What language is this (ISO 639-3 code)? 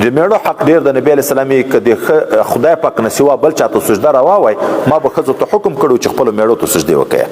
pus